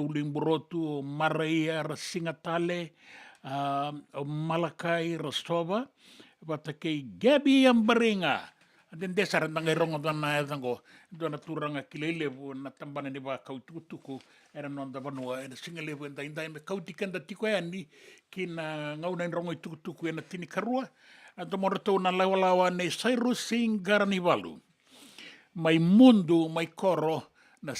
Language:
Fijian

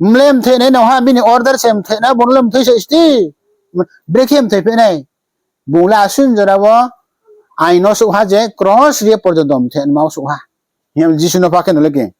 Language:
Riang (India)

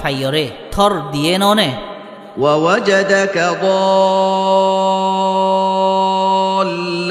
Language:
Rohingya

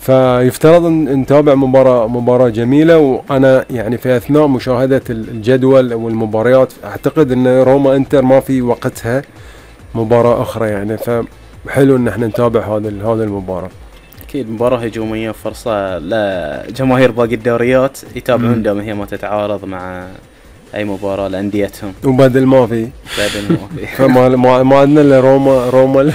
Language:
Gulf Arabic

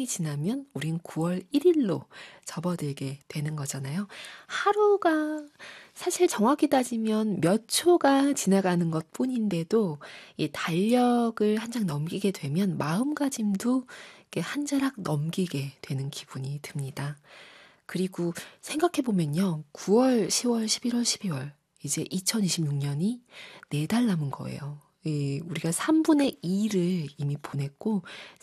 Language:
Korean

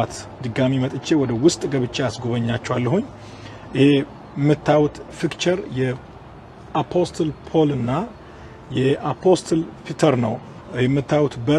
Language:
Amharic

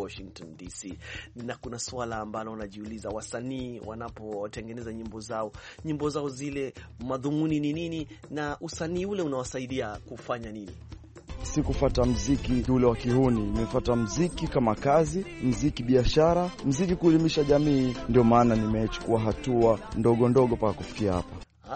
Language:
Swahili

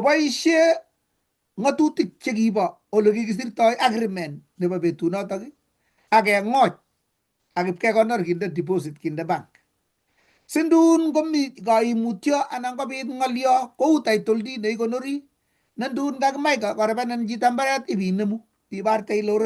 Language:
Kalenjin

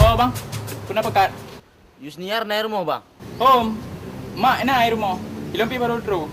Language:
Achinese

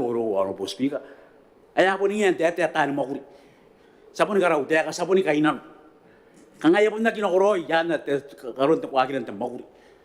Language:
Gilbertese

